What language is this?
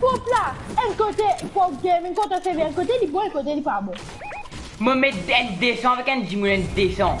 Morisyen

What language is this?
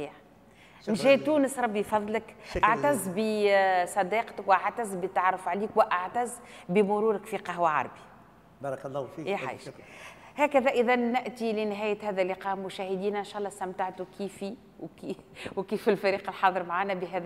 Tunisian Arabic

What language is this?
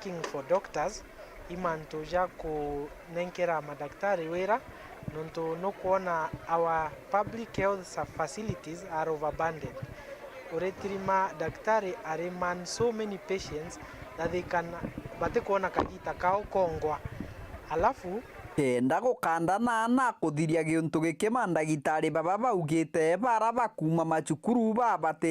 Meru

